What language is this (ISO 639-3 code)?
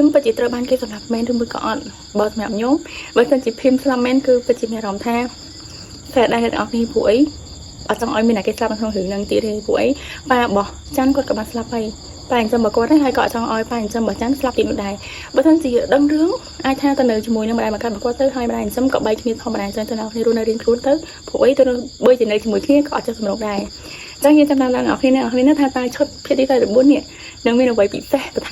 khm